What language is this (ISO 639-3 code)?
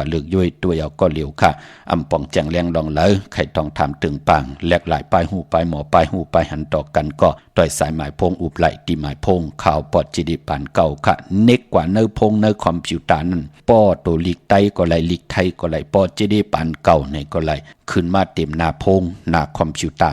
shn